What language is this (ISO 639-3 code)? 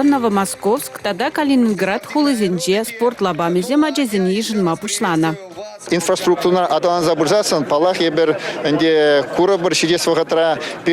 chv